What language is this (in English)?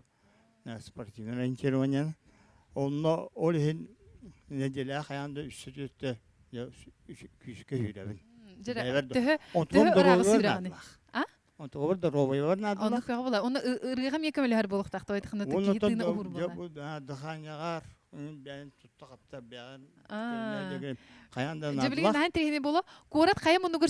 Yakut